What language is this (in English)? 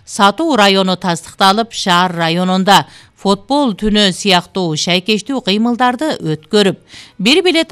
Kyrgyz